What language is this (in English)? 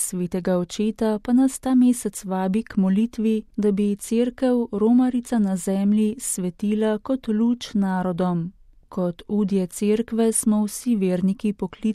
Slovenian